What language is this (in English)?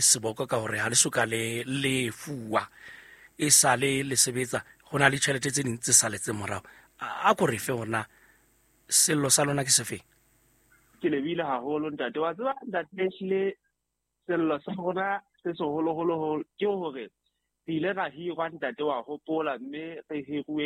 Southern Sotho